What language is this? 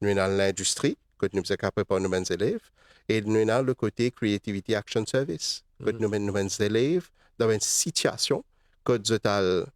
Morisyen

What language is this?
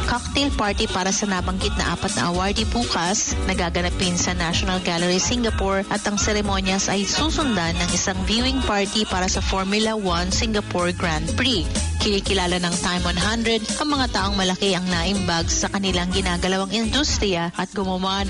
Filipino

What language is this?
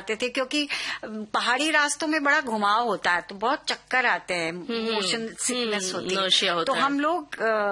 Hindi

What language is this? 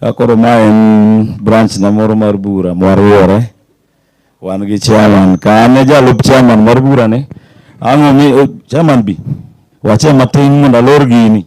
Luo (Kenya and Tanzania)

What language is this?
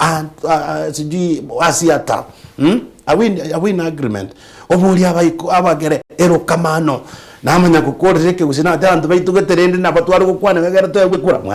Gusii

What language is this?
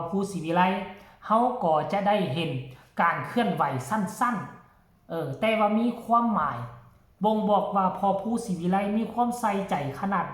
Lao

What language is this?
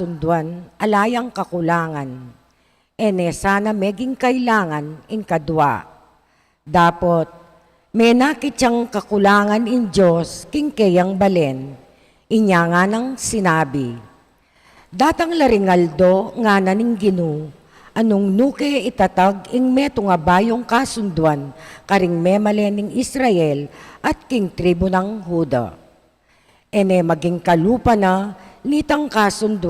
Pampanga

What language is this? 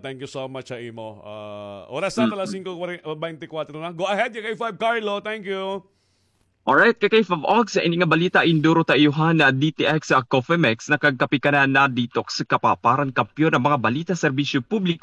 Waray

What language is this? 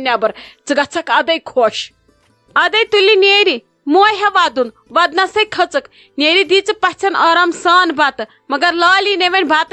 Kashmiri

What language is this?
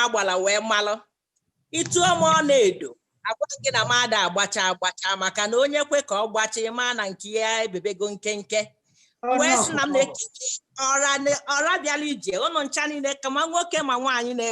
Igbo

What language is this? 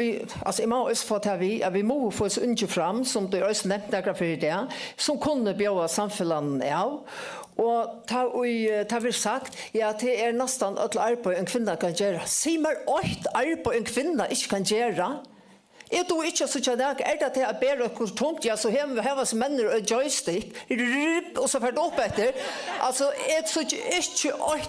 Faroese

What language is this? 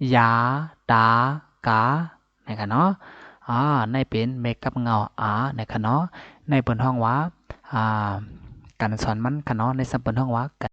Shan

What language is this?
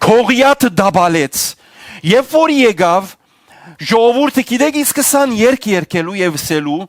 Western Armenian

